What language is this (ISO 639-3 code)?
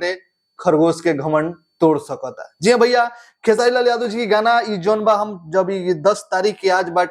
bho